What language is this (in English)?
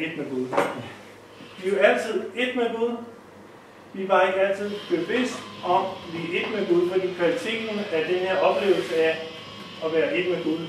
Danish